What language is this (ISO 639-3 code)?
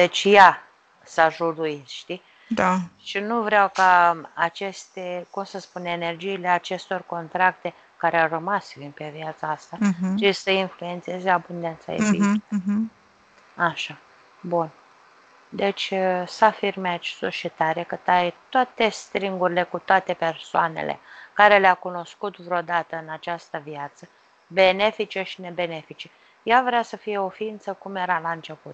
ron